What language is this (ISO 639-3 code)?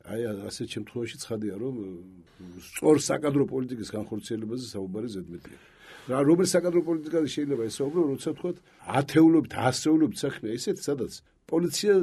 kat